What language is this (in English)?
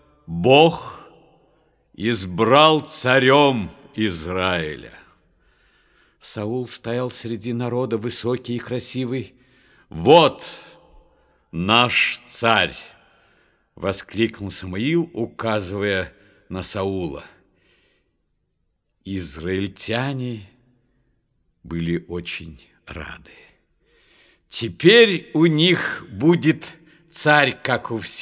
Russian